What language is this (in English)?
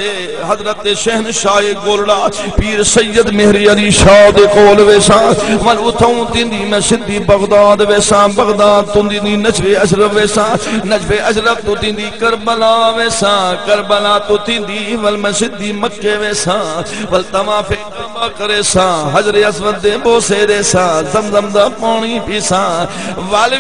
Saraiki